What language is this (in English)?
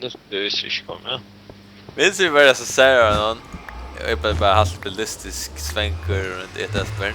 Faroese